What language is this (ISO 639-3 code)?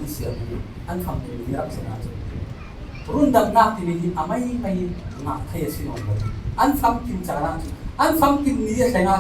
cfm